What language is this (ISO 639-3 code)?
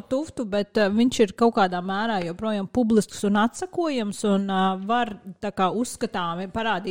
lav